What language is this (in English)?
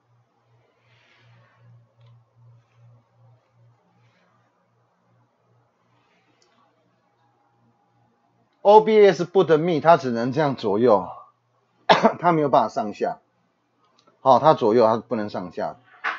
Chinese